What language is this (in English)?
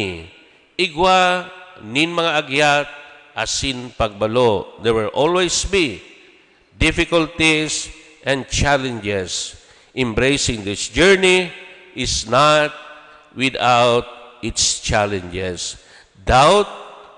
Bikol